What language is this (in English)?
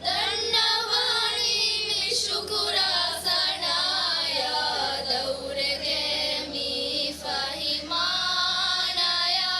Divehi